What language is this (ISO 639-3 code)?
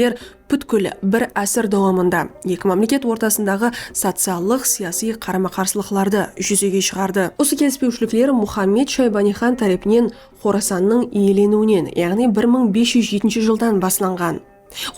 kaa